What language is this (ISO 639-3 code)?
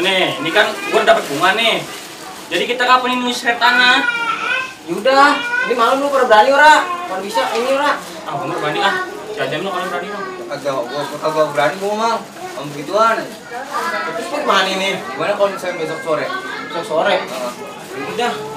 bew